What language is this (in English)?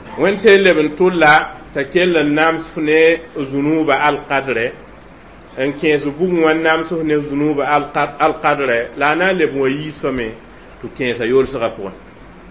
Mossi